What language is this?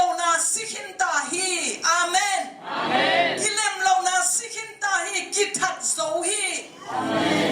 Tedim Chin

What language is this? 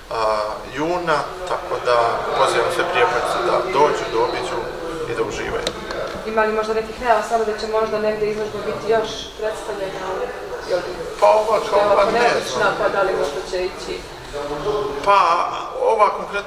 Serbian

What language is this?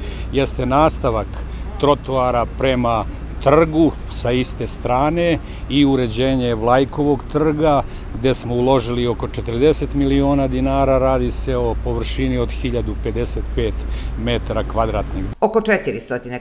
Serbian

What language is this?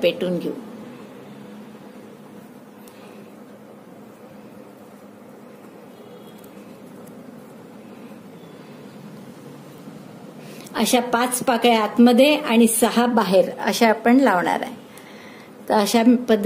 Marathi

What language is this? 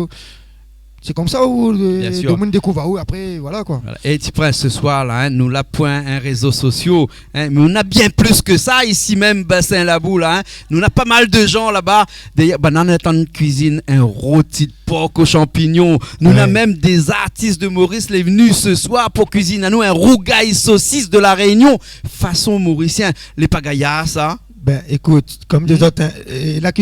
Réunion Creole French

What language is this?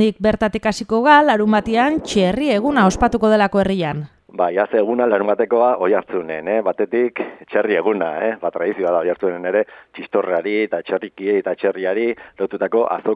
Basque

